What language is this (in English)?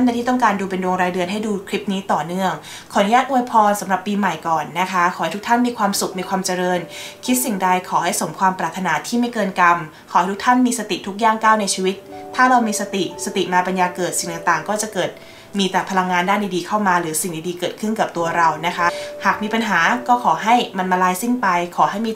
Thai